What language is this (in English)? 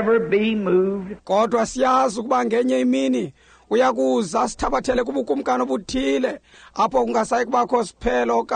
Xhosa